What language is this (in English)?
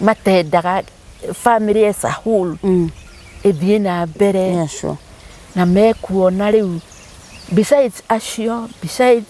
Kikuyu